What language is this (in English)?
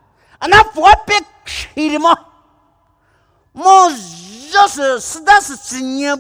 Poumei Naga